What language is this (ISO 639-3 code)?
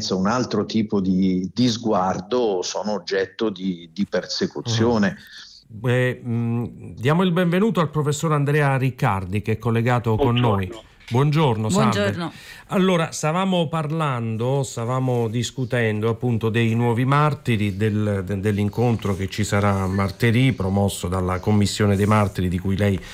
ita